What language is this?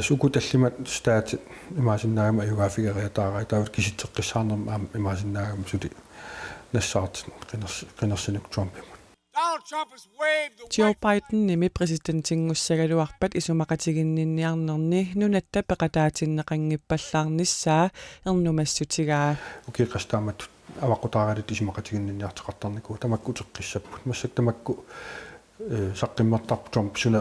Kalaallisut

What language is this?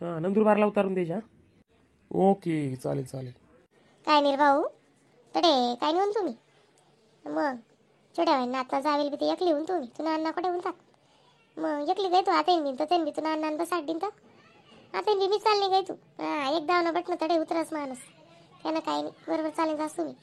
Khandesi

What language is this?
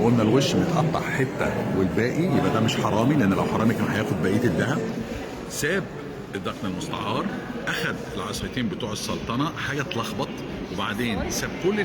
Egyptian Arabic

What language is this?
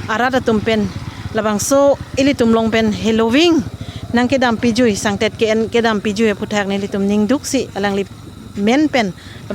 Karbi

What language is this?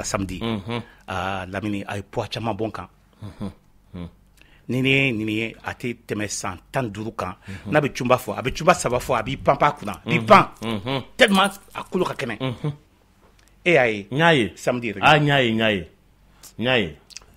Bambara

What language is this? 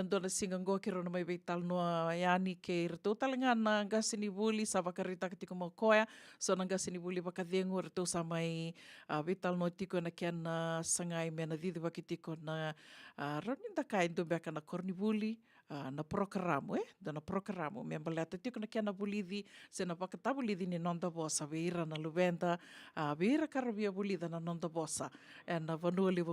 Fijian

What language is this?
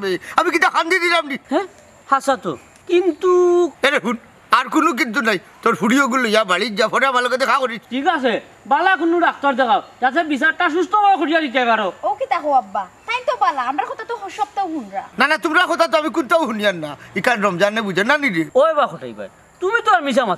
Sylheti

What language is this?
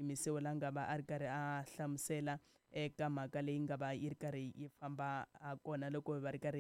Tsonga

